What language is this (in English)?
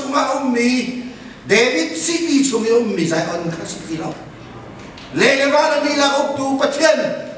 Hakha Chin